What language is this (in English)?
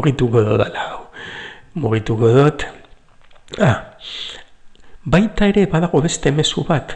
Basque